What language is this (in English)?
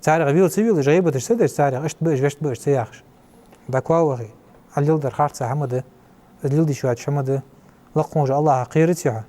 Ingush